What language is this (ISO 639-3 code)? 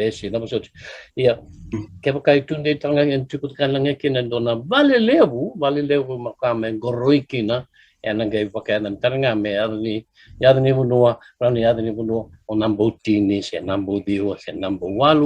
fij